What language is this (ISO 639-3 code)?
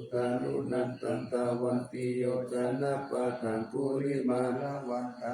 pli